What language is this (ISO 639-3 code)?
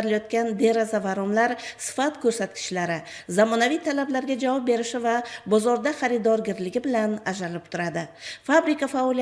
uzb